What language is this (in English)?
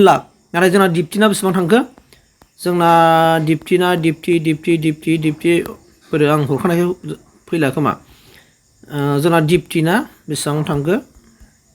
Bodo